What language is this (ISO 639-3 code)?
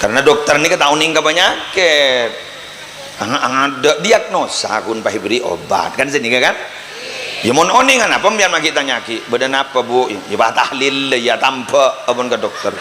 mad